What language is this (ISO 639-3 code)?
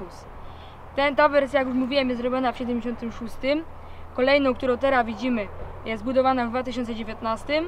szl